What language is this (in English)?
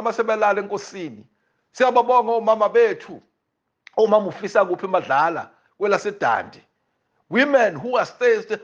Zulu